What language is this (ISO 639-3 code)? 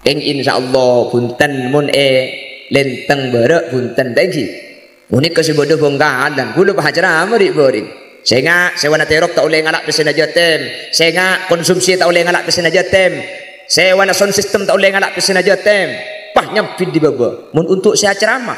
mad